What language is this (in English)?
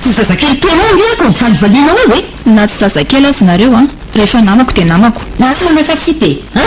Malagasy